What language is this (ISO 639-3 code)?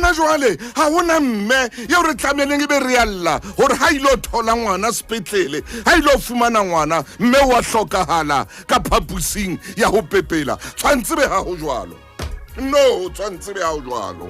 sot